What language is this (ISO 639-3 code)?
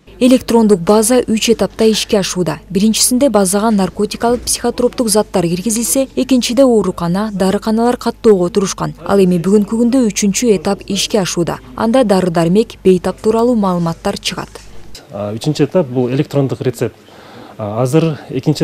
kir